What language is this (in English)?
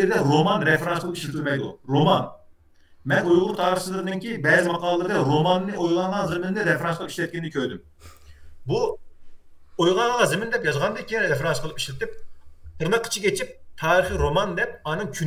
Uyghur